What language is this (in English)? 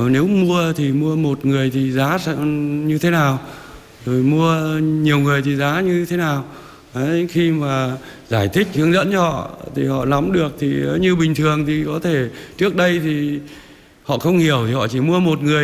Vietnamese